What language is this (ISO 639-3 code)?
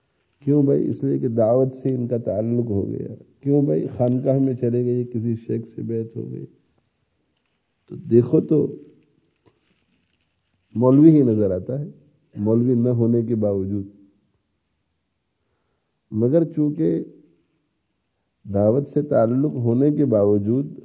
urd